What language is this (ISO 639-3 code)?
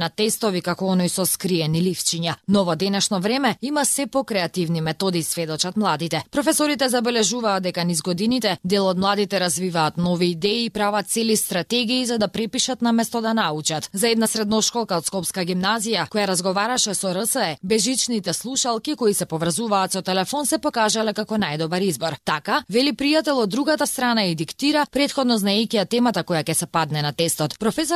mkd